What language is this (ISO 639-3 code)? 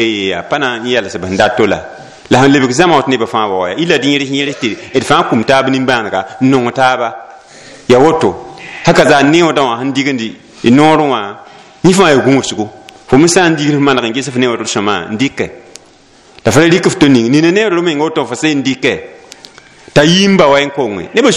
mos